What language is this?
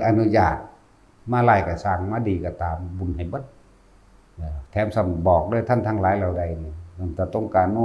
Northeastern Thai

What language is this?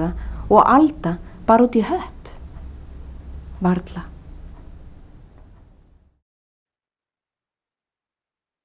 Icelandic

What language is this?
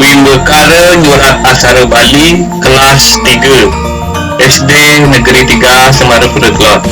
Balinese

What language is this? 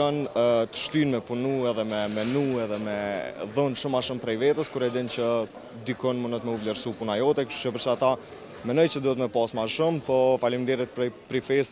Albanian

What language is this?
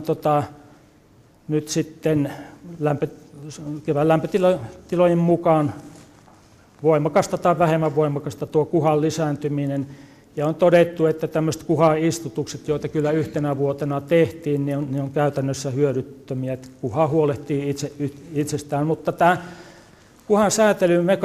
Finnish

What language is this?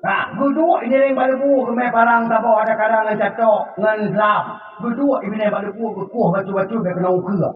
Achinese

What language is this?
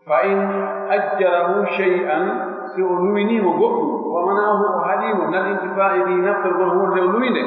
Pular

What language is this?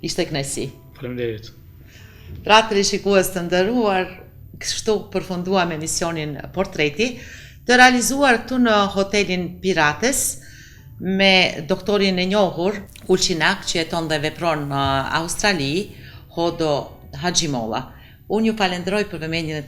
Albanian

